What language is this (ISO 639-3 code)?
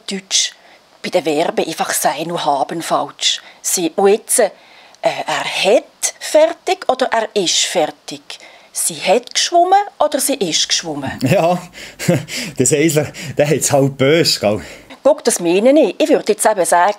gsw